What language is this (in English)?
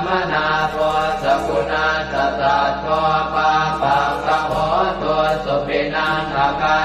Pali